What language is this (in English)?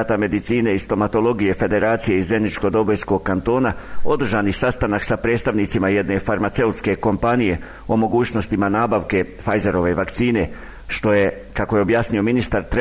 Bosnian